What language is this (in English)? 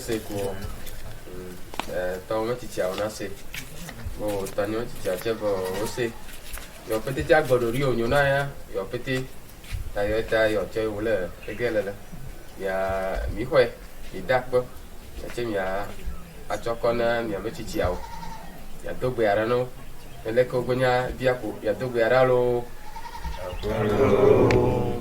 Ewe